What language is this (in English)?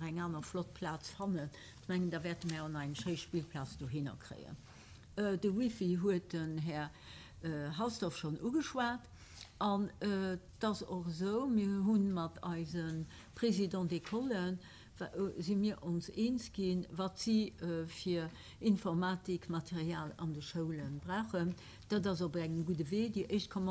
Luxembourgish